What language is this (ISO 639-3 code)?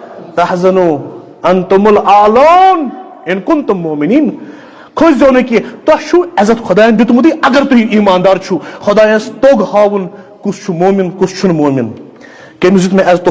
kas